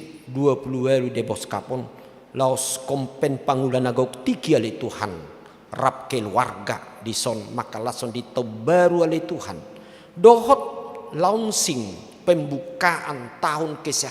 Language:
Batak Toba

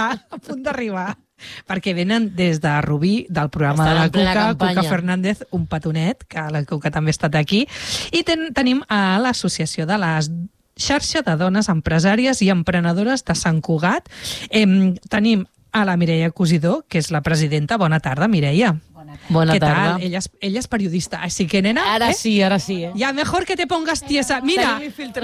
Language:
Catalan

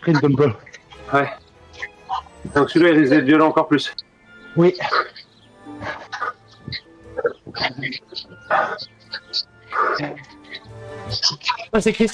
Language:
French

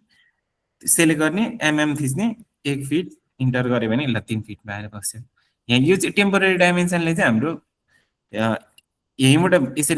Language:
Nepali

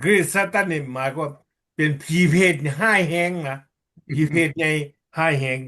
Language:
Lao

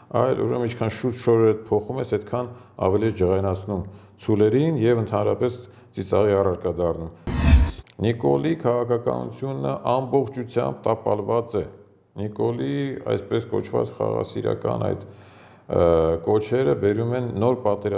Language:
Armenian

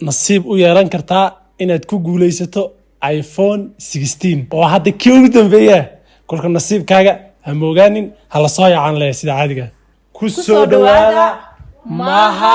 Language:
Somali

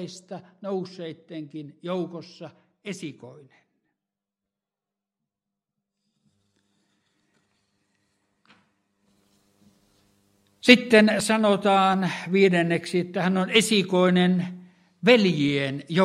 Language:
Finnish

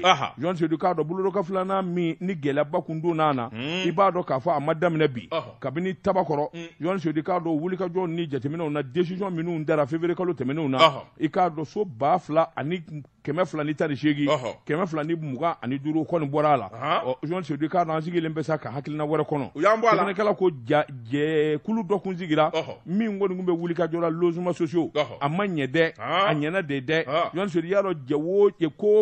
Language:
Bambara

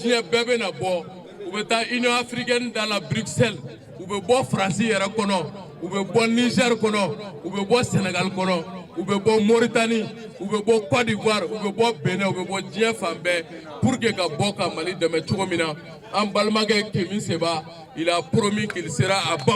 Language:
Bambara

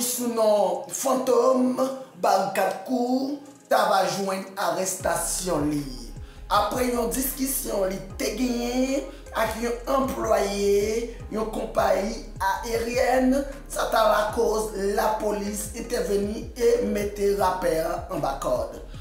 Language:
Haitian Creole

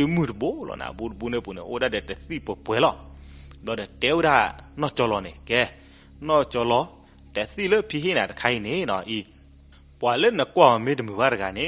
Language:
S'gaw Karen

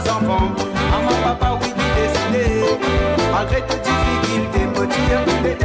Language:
Morisyen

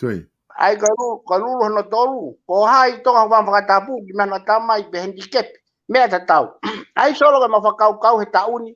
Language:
Tongan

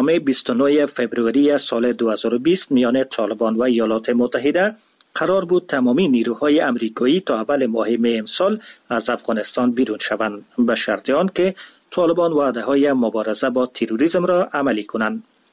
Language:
Persian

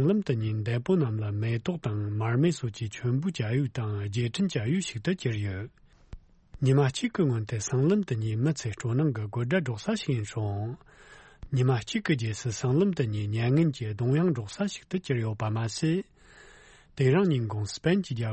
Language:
Tibetan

